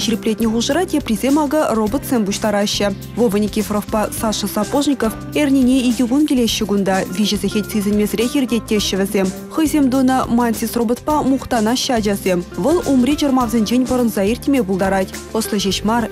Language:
Chuvash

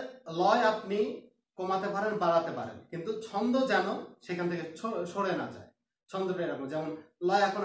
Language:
Bangla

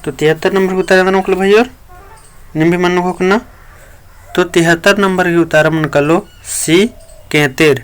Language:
Kurukh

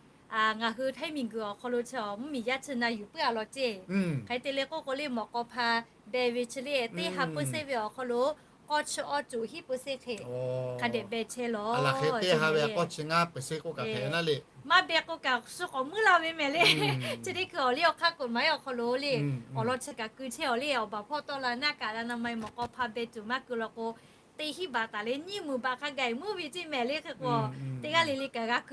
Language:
Lahu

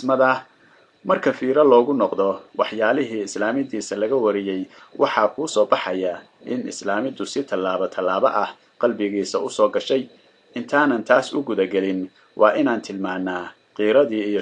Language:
Somali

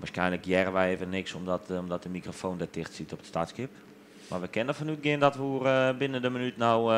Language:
Western Frisian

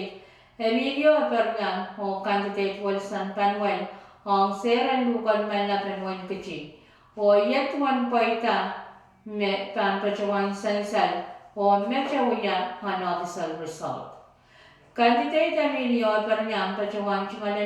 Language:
Pohnpeian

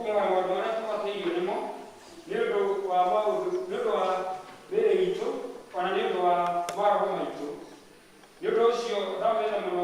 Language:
Kikuyu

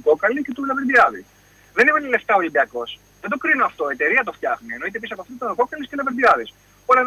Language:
Greek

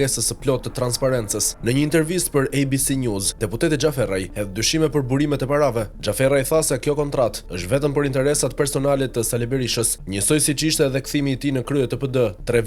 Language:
Albanian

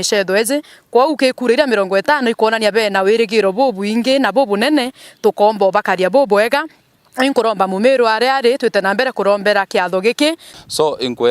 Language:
Meru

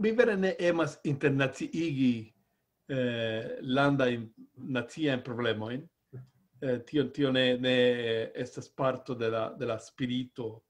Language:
Esperanto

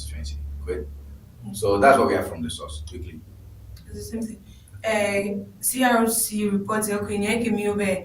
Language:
Ewe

